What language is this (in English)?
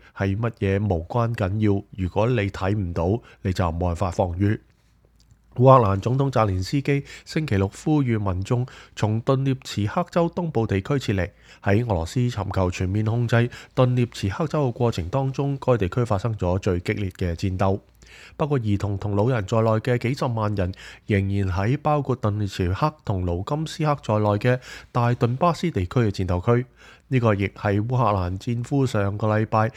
Cantonese